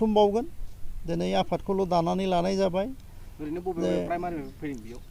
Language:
Bodo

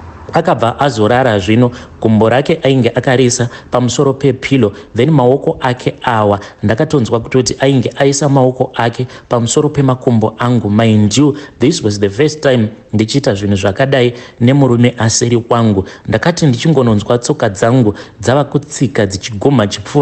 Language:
Shona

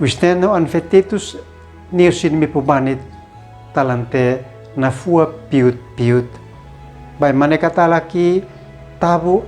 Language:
Uab Meto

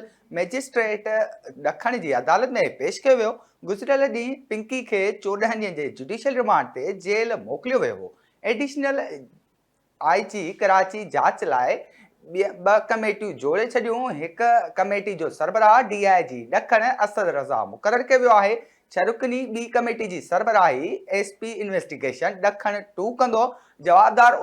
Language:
Sindhi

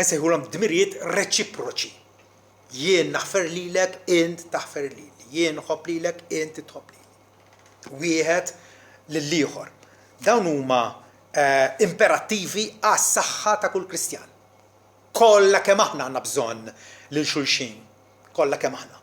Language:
Maltese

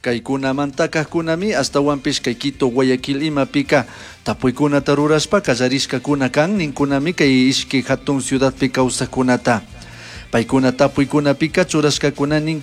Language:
Chimborazo Highland Quichua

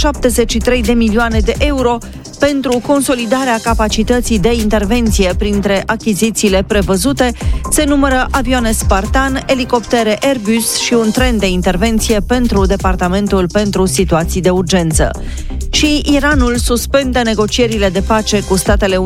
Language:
Romanian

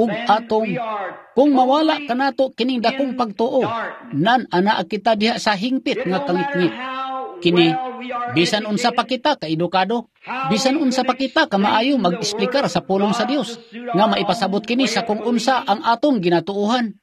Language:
Cebuano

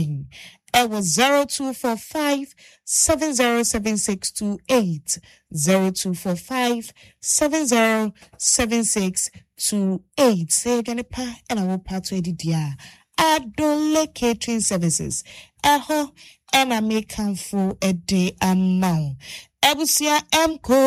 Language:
Akan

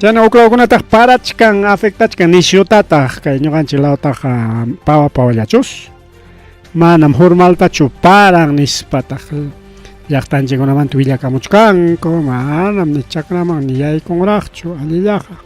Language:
Ayacucho Quechua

